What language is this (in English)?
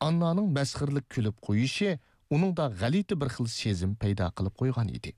Uyghur